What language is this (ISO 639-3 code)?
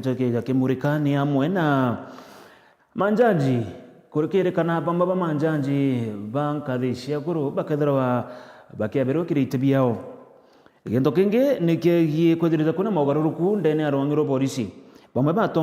mer